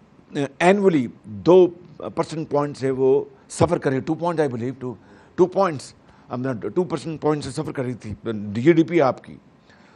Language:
Urdu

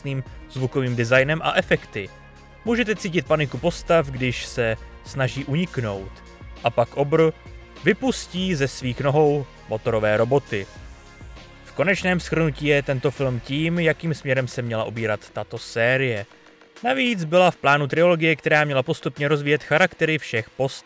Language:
Czech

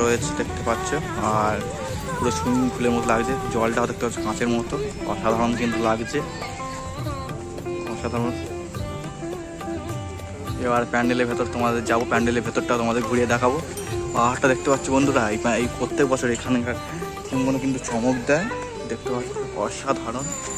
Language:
Bangla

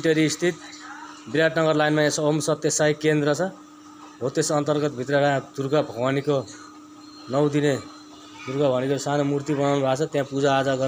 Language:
Nepali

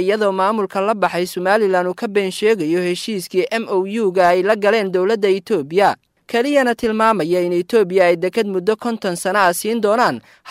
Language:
Somali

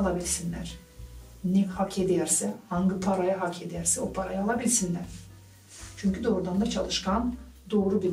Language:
Gagauz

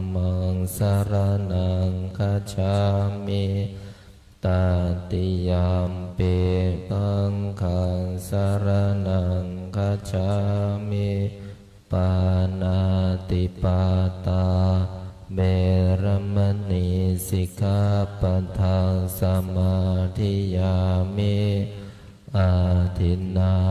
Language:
Pali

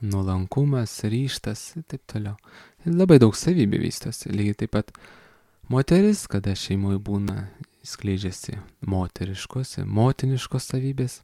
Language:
Lithuanian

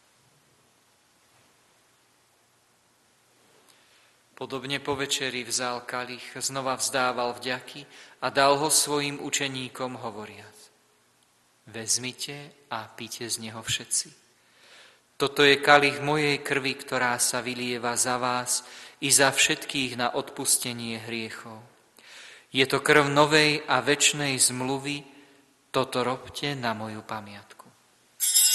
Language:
Slovak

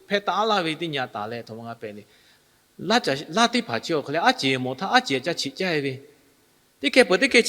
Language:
Lahu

